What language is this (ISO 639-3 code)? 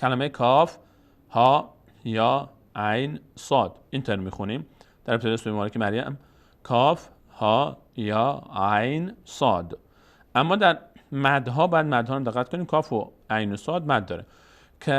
fas